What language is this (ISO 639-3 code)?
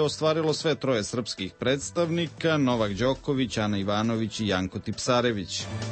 srp